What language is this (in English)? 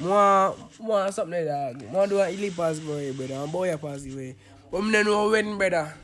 Jamaican Creole English